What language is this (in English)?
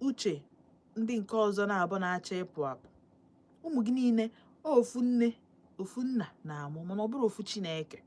Igbo